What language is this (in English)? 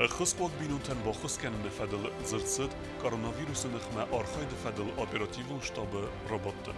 Ossetic